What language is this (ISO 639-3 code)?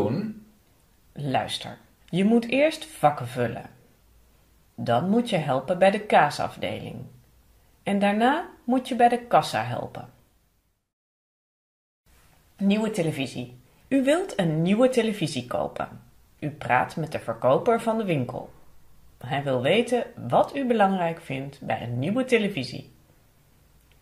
nld